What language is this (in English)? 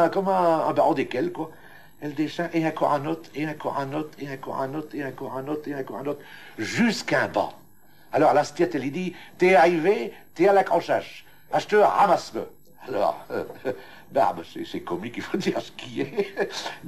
Picard